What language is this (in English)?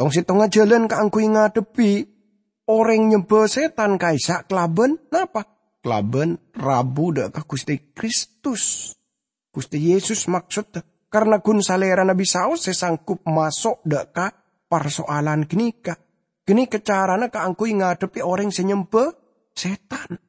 Madurese